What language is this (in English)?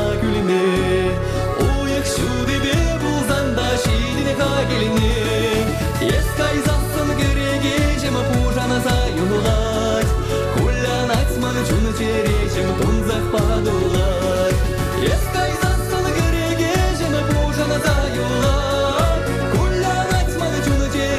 Chuvash